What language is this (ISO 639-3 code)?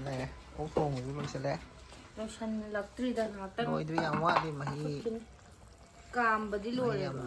mni